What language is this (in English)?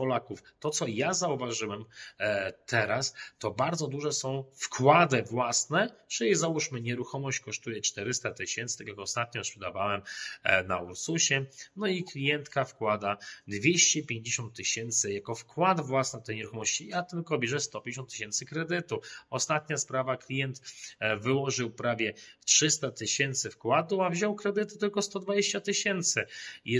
Polish